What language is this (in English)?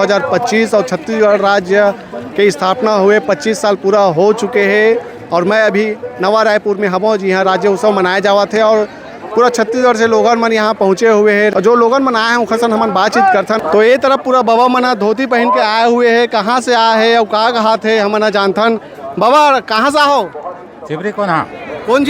Chhattisgarhi